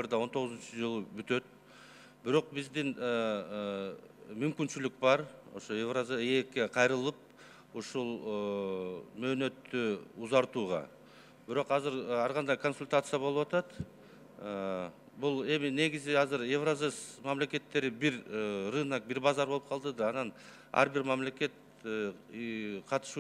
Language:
Kyrgyz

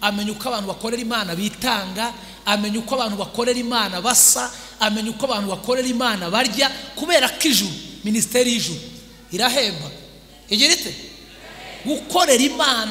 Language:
Kinyarwanda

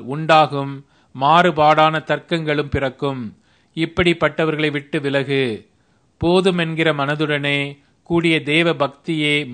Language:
Tamil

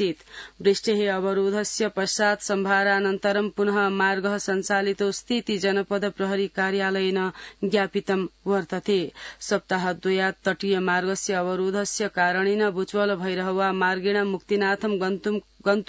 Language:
Sanskrit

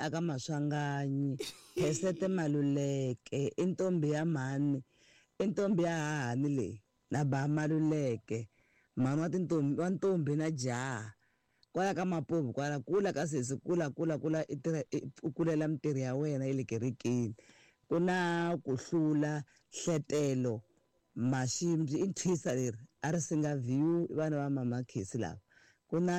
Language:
Tsonga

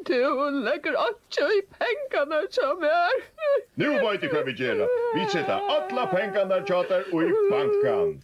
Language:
Faroese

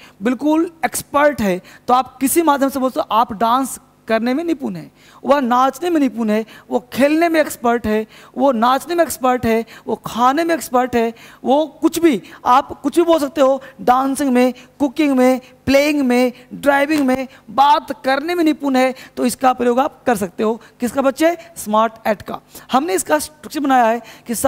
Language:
Hindi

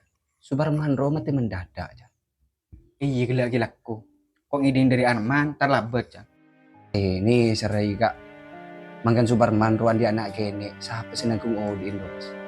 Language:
Madurese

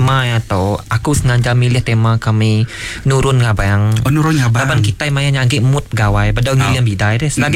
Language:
Iban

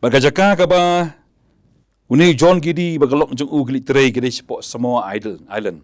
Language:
Khasi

